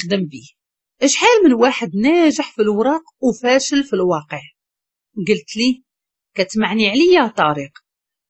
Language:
Moroccan Arabic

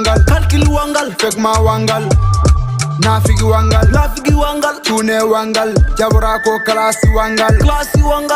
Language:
Fula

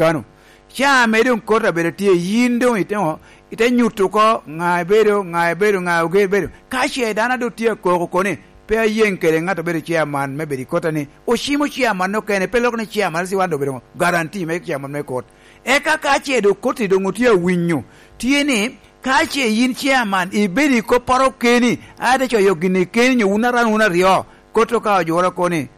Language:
Lango (Uganda)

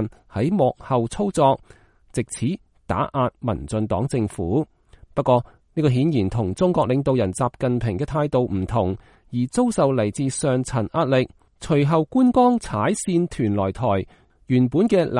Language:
Cantonese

